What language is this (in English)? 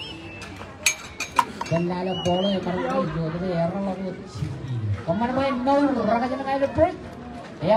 Marshallese